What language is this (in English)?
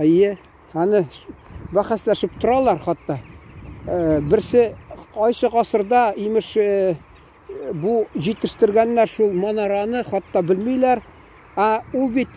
Tatar